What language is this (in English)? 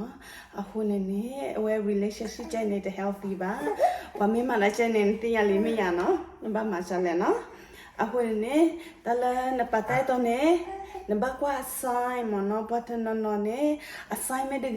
S'gaw Karen